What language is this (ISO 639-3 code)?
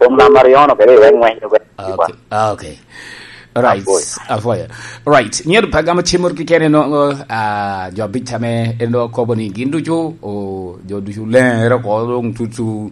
laj